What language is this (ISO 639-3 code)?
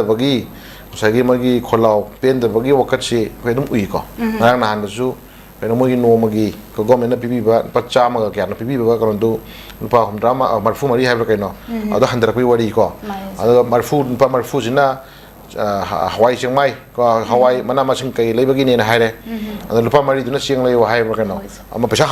mni